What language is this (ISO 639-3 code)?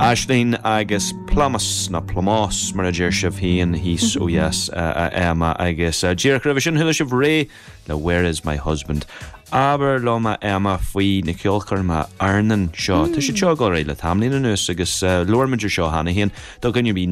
gle